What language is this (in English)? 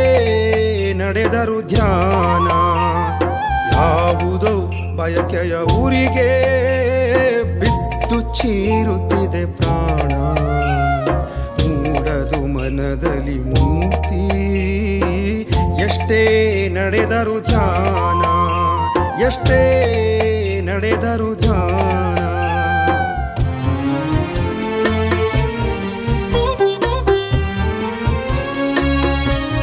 Kannada